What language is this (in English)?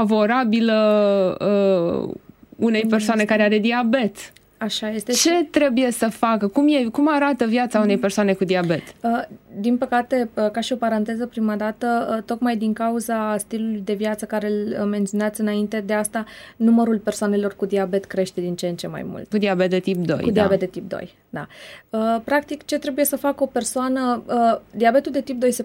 Romanian